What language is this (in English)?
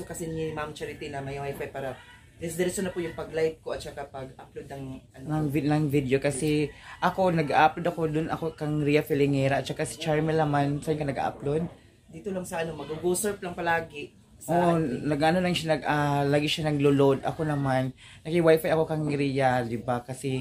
Filipino